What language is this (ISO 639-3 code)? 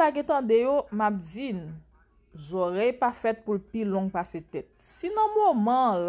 hat